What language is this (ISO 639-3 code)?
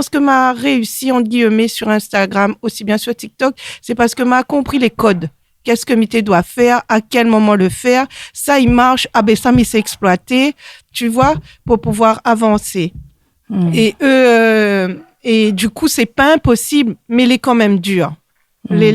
rcf